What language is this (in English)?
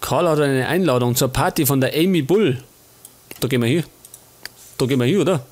Bavarian